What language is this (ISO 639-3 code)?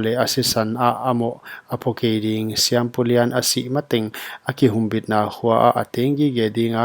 pck